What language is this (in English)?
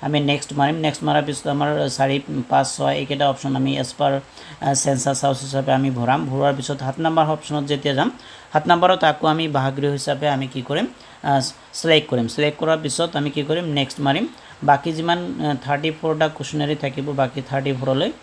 Assamese